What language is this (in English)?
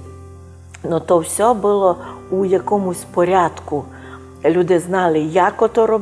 Rusyn